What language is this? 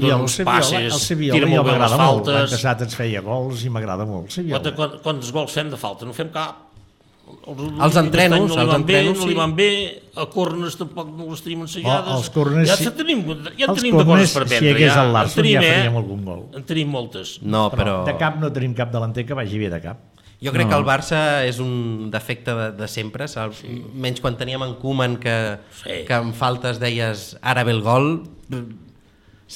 Catalan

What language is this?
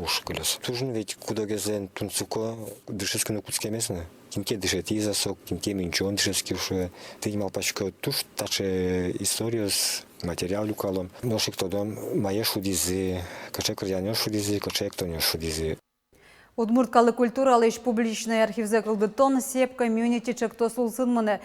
Udmurt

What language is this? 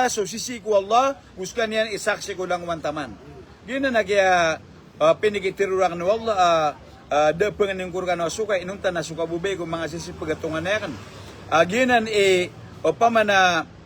Maranao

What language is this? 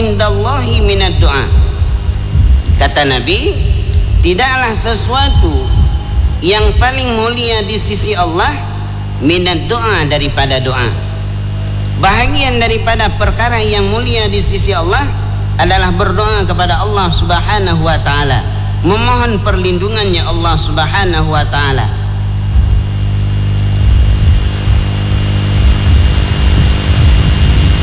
Malay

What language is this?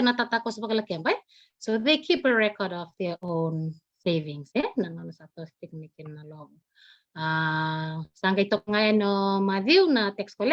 Fijian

